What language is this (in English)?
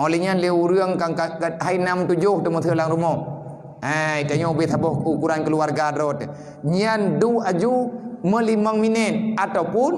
Achinese